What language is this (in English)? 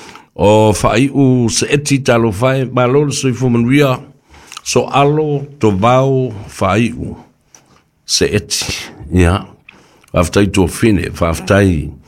Samoan